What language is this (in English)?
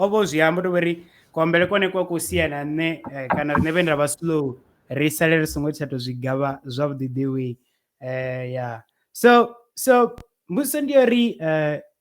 Venda